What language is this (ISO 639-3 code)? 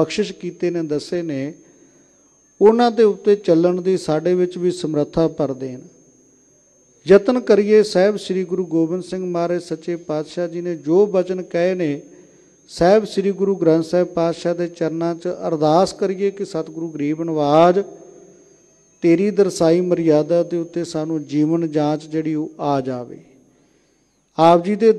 pan